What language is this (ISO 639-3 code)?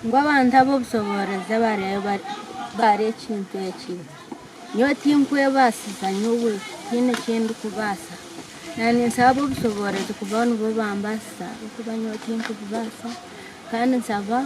nyn